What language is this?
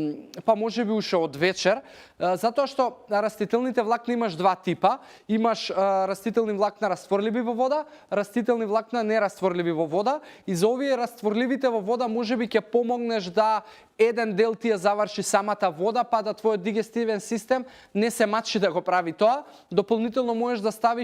Macedonian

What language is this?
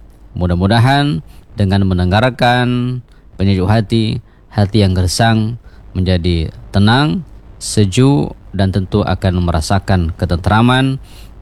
Indonesian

